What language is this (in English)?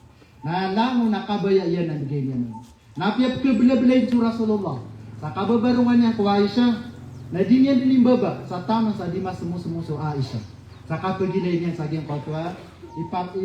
Maranao